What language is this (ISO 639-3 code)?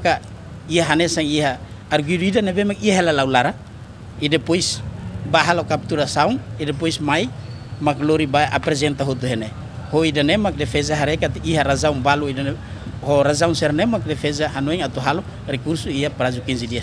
tet